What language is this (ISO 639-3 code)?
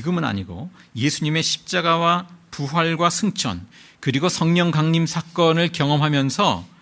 kor